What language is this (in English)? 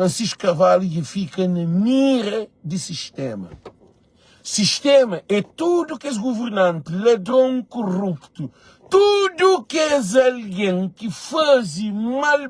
Kabuverdianu